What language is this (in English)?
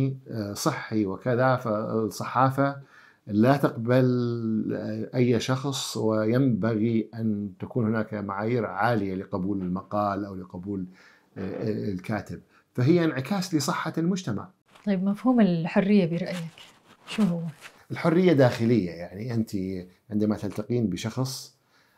Mesopotamian Arabic